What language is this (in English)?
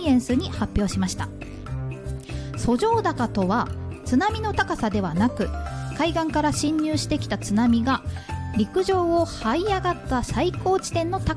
Japanese